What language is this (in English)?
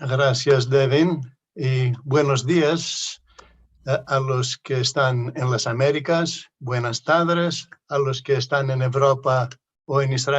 Ladino